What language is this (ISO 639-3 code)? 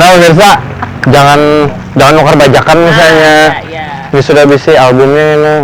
bjn